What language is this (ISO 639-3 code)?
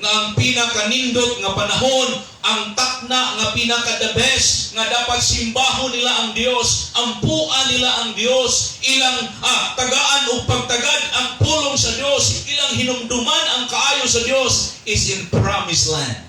ceb